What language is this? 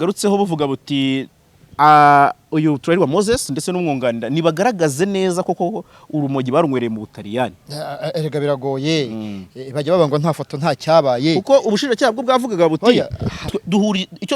Kinyarwanda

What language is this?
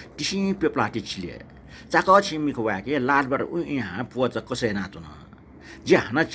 Newari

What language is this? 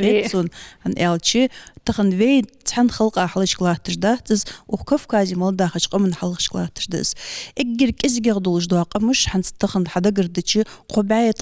Ingush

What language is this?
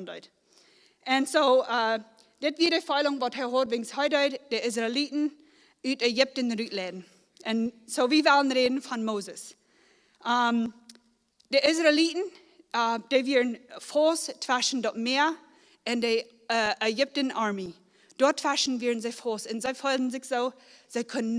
Plautdietsch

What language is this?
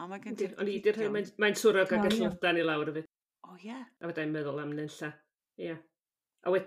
Welsh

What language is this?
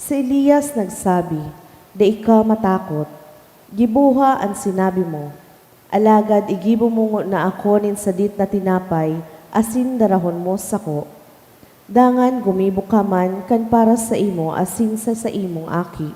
Bikol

